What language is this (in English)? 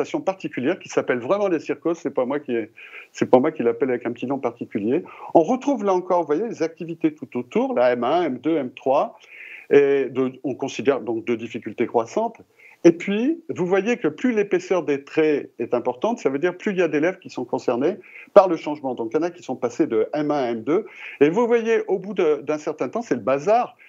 French